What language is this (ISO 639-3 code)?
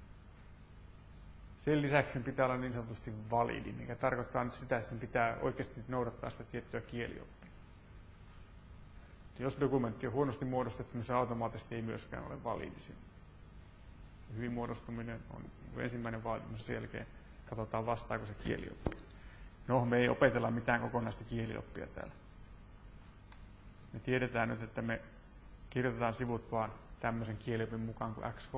fin